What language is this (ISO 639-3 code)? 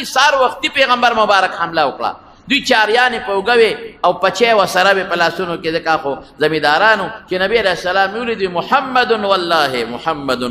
pus